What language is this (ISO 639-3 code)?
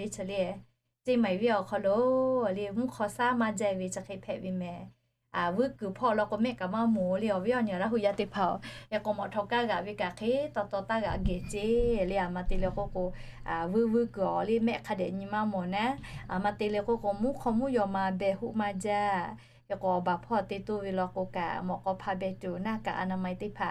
lhu